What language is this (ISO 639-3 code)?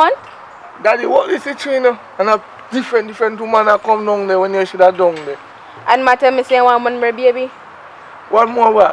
jam